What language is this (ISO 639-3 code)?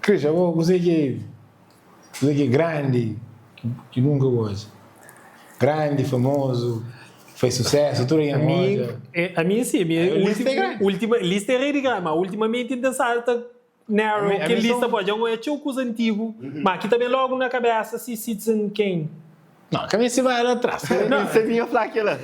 kea